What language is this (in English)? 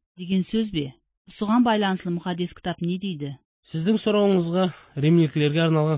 Kazakh